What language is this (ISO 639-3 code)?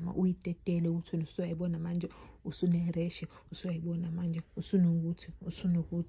zul